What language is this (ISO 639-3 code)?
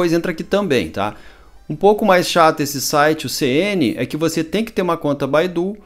por